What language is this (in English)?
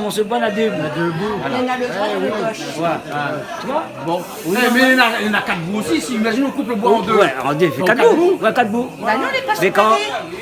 Réunion Creole French